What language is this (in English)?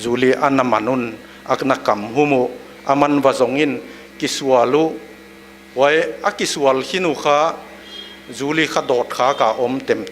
Paite Chin